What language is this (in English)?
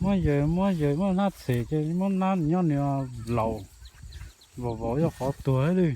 Hmong